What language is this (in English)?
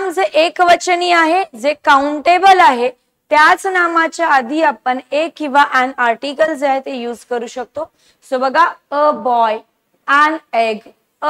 Marathi